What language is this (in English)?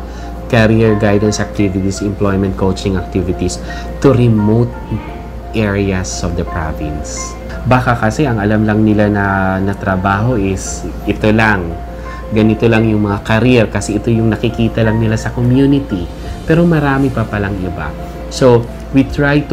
Filipino